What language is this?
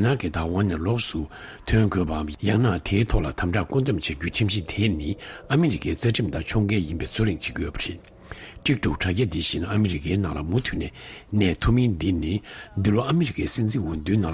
Tibetan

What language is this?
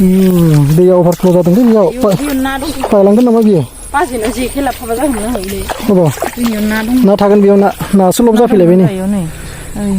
Bodo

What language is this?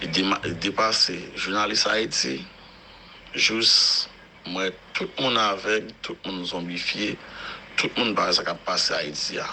Haitian Creole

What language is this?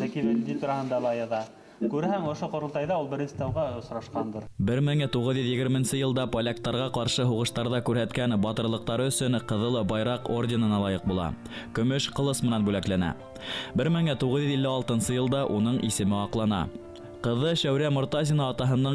Bashkir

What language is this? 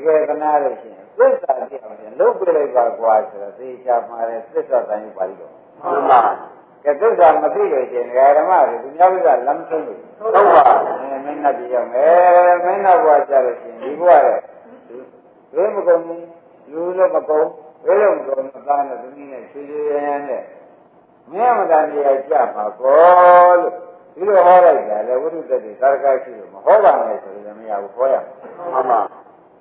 Burmese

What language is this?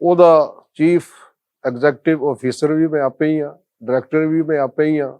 Western Panjabi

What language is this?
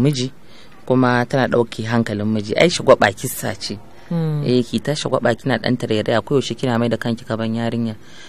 Hausa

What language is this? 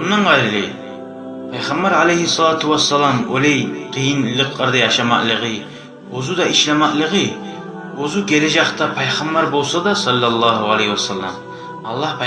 Kumyk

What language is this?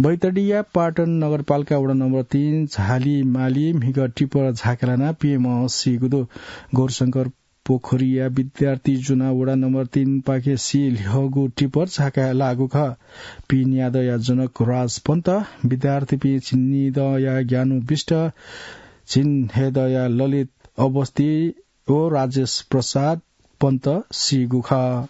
Newari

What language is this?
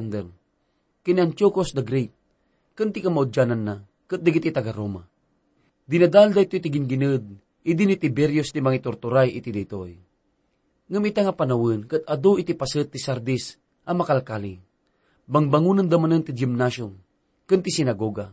Iloko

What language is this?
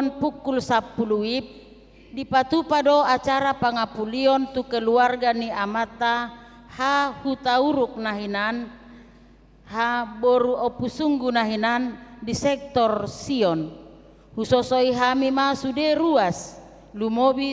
Batak Toba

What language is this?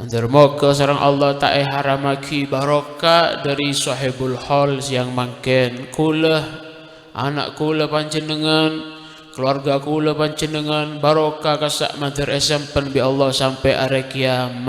Madurese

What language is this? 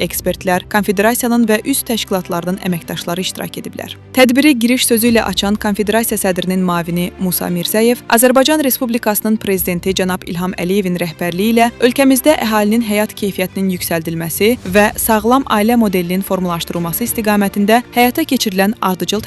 Azerbaijani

